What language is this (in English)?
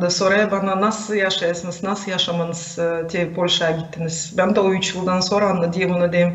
Gagauz